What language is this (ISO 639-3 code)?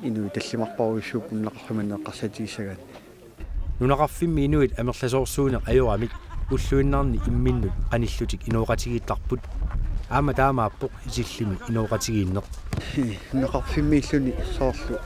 kal